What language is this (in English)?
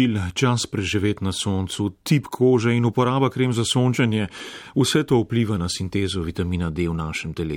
Slovenian